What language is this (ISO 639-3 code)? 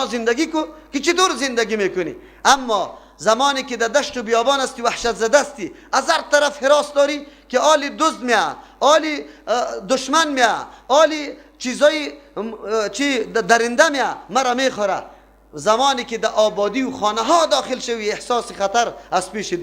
fas